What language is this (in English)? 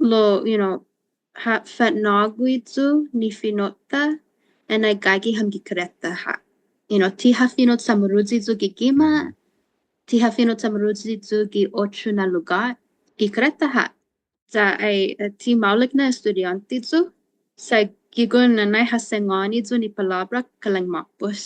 Chamorro